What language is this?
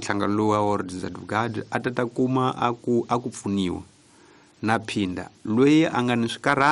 Tsonga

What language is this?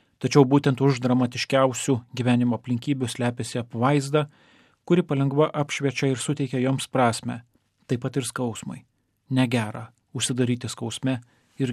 Lithuanian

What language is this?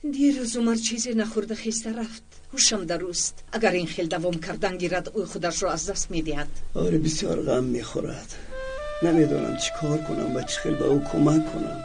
Tajik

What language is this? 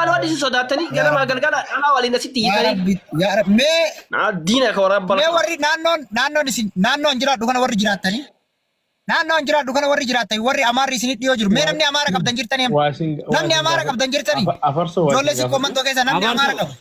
Oromo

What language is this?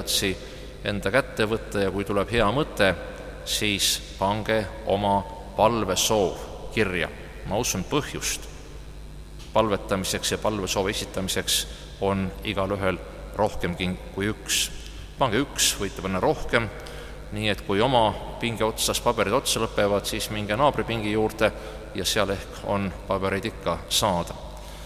Estonian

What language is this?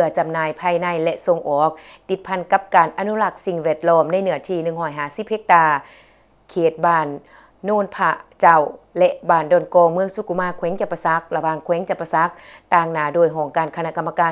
Lao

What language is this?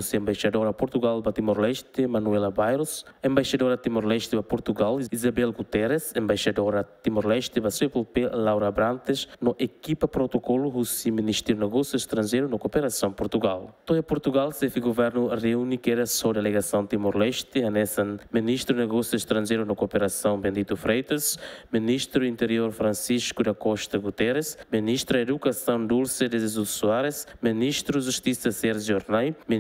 Tetum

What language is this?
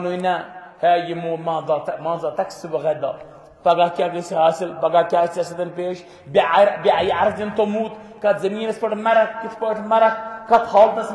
Kashmiri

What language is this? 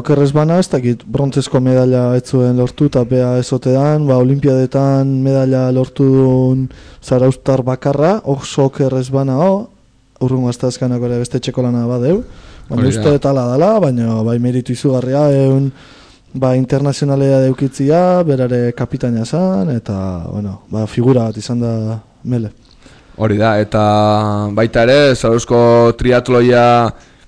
Basque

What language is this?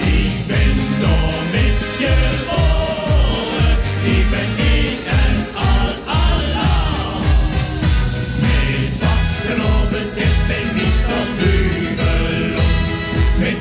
Limburgish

